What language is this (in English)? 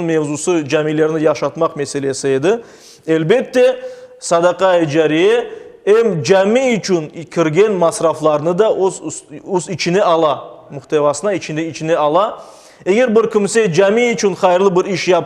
Crimean Tatar